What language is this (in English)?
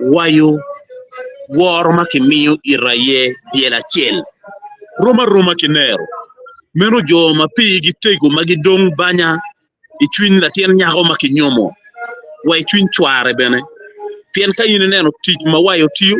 Acoli